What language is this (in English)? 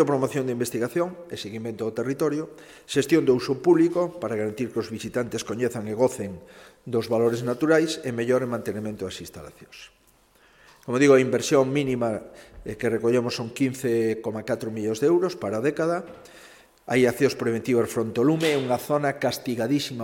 Galician